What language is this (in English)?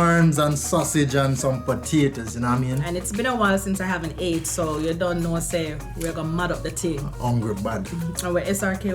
Jamaican Creole English